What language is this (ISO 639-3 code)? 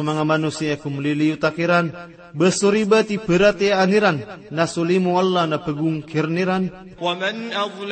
mrw